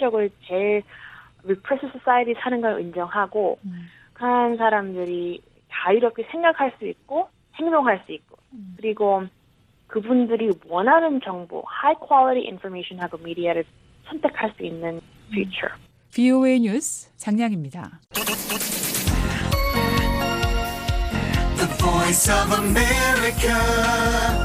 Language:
Korean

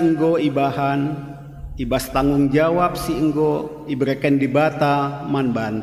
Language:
Batak Karo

